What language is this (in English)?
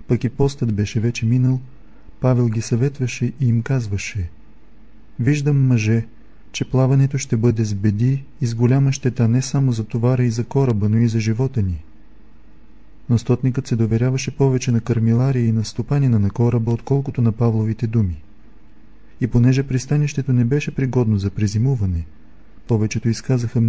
Bulgarian